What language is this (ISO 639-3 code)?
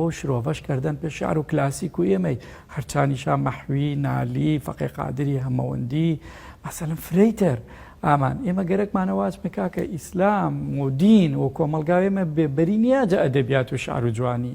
hac